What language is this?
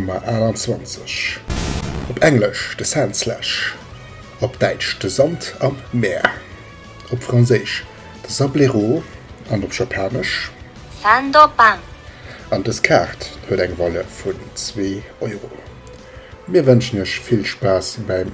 Luxembourgish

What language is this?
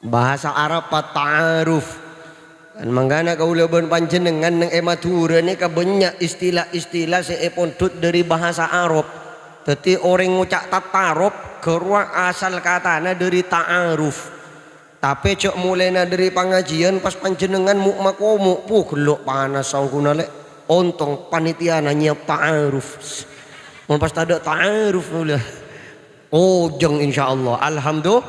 Madurese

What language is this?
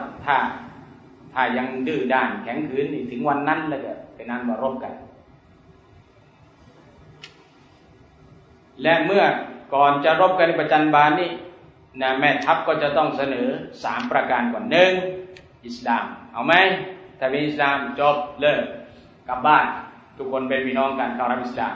Thai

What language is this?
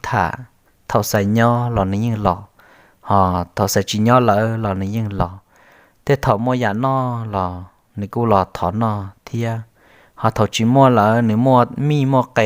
Hmong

